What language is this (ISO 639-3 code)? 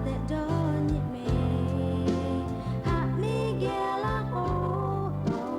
lhu